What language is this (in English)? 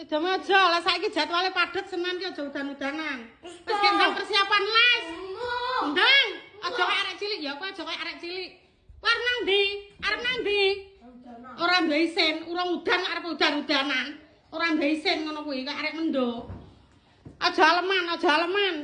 Javanese